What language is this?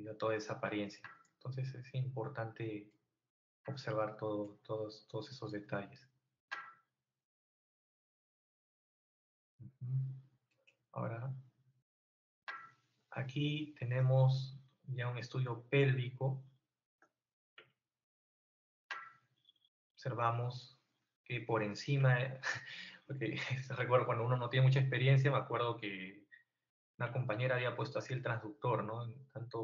Spanish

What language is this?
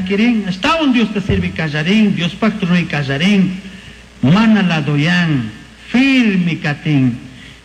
Chimborazo Highland Quichua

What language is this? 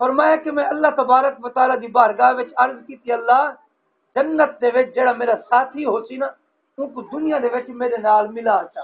Saraiki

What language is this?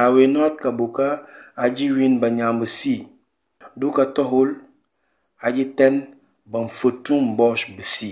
Mankanya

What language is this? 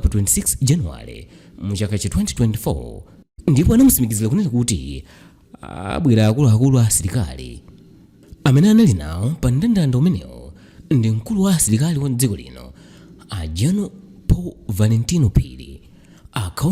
Nyanja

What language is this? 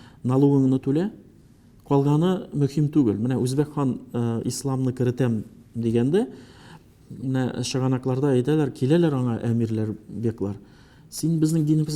Tatar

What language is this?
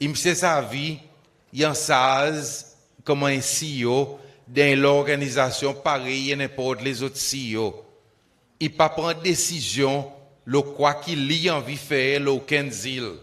Seselwa Creole French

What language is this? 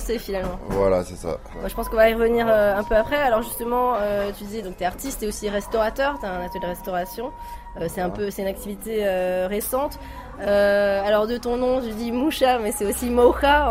French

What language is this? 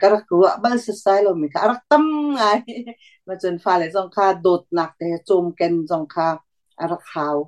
Hakha Chin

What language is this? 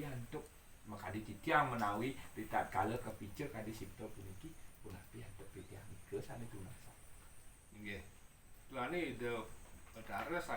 Balinese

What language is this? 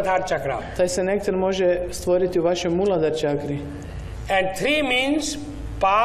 Croatian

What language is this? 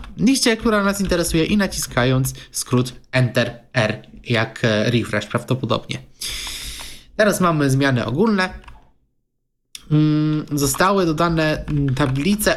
Polish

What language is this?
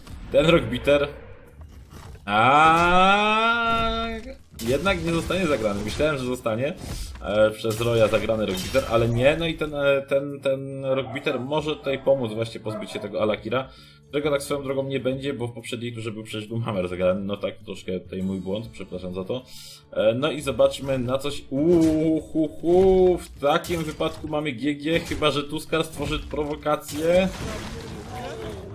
Polish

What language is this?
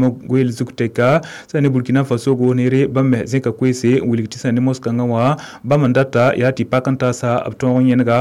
Mossi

